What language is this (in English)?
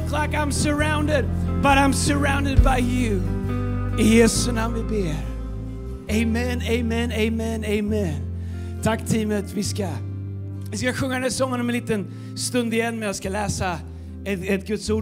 Swedish